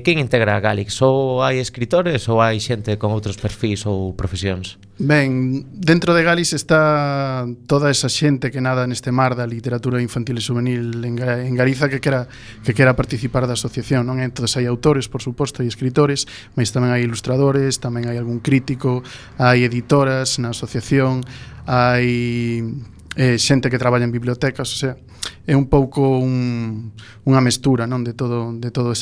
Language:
Galician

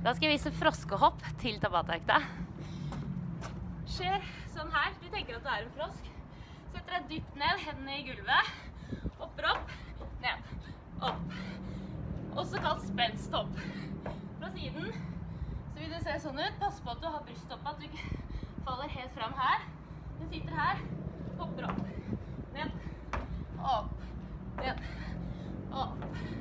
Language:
Norwegian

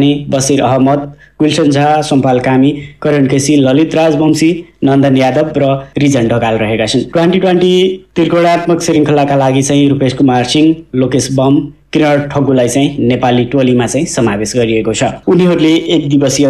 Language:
Nepali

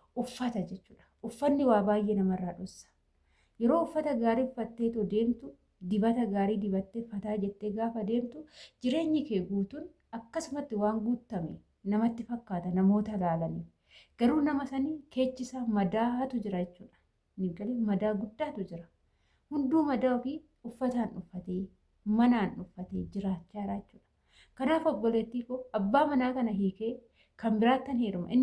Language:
Oromo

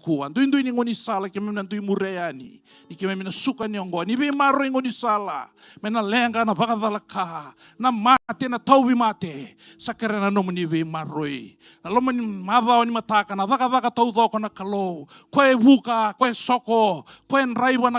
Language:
Fijian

